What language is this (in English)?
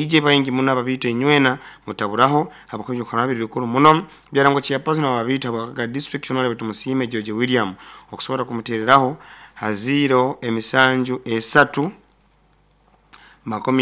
Nyoro